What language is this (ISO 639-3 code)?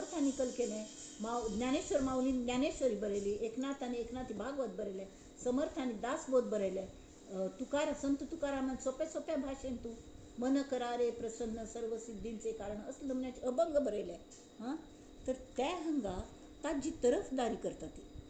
kok